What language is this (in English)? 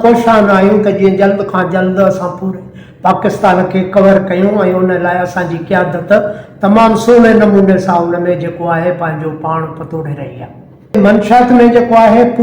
Sindhi